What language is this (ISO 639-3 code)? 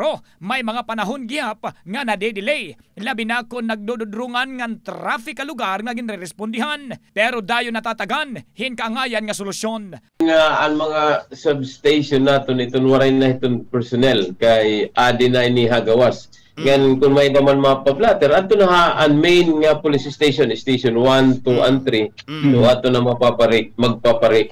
war